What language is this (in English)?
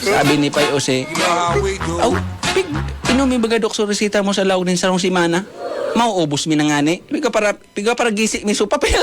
Bikol